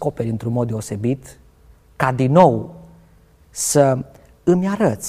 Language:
Romanian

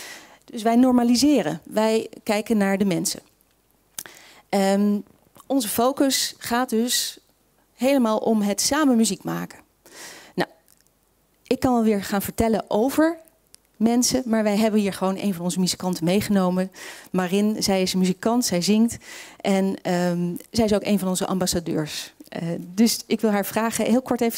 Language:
Dutch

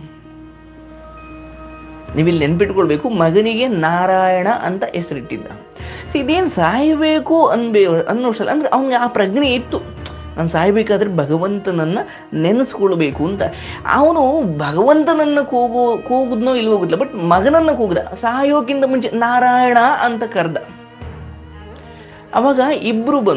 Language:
Kannada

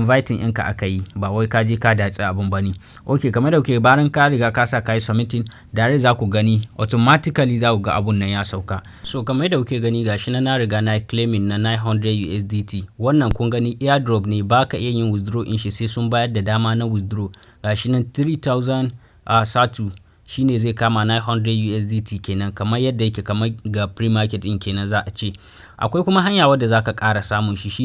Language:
Hausa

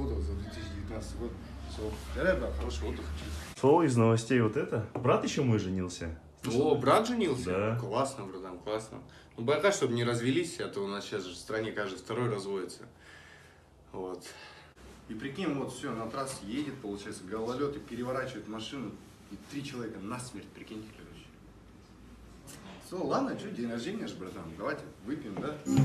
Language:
Russian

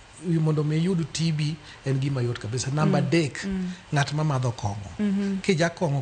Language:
Luo (Kenya and Tanzania)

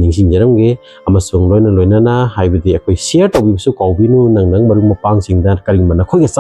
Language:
Manipuri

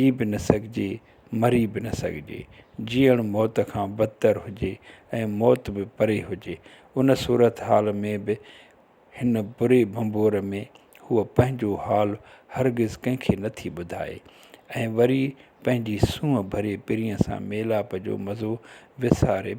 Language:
Sindhi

